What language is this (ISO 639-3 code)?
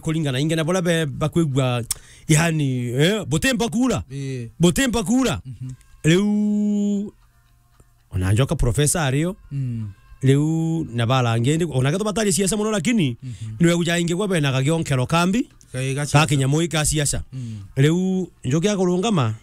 mer